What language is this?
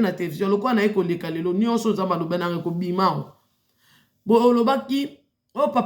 Lingala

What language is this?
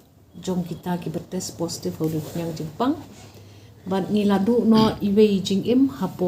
Khasi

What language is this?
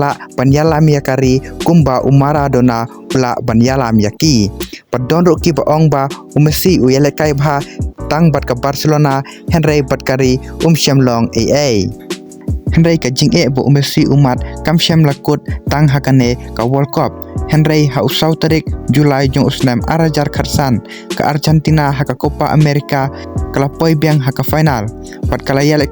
Khasi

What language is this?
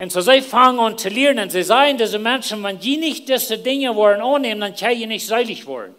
Plautdietsch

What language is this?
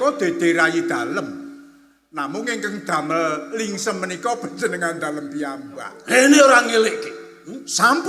Javanese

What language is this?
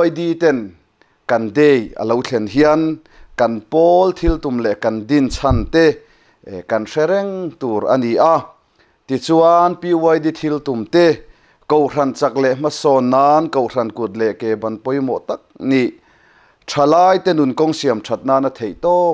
Mizo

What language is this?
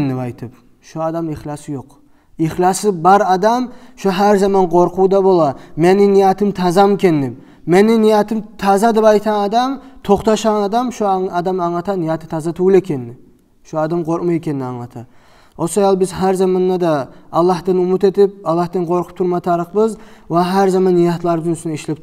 Kumyk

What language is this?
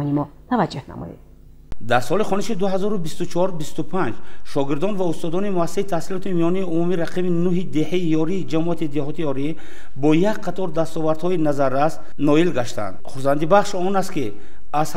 Tajik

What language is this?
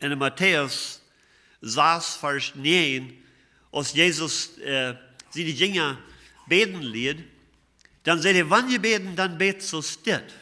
Plautdietsch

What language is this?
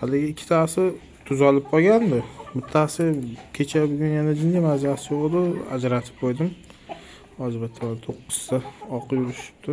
Uzbek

